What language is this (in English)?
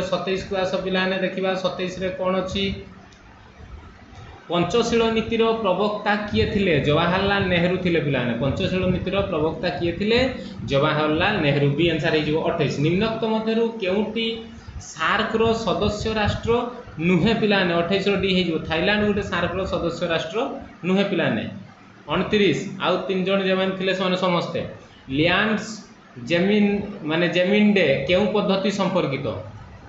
Odia